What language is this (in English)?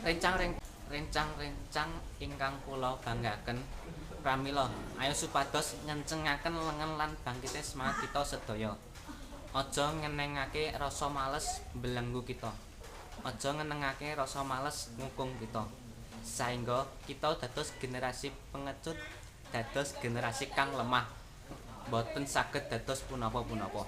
Javanese